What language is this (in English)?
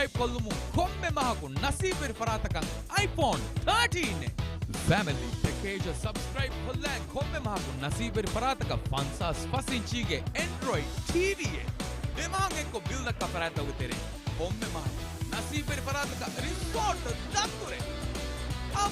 Divehi